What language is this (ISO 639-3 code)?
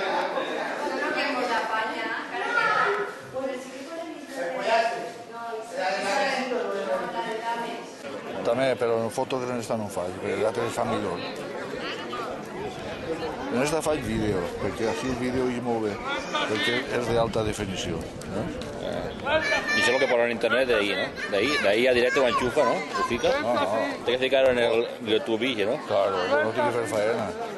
cat